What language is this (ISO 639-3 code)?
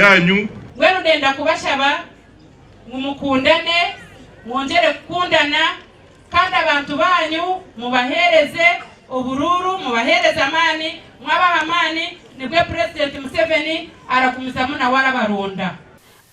nyn